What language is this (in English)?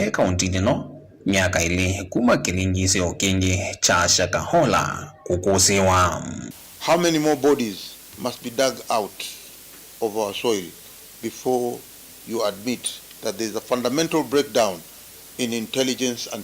Kamba